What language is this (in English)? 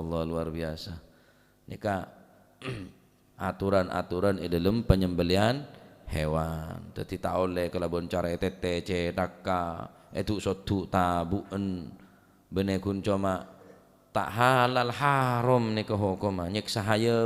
Madurese